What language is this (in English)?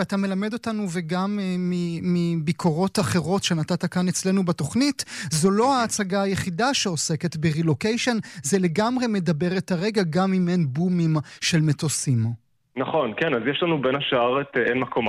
Hebrew